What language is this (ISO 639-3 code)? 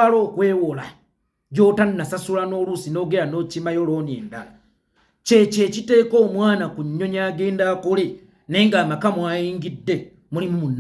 lug